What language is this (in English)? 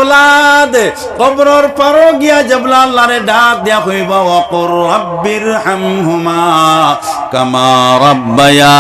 Sylheti